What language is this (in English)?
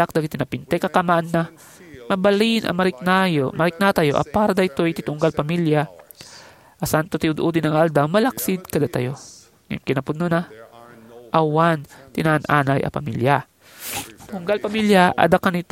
Iloko